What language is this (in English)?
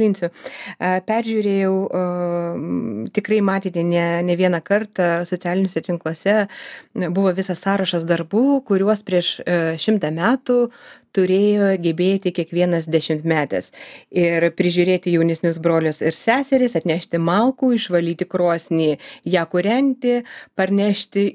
Lithuanian